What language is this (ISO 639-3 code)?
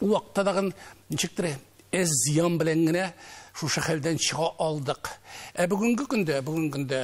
tat